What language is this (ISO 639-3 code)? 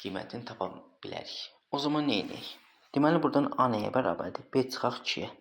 aze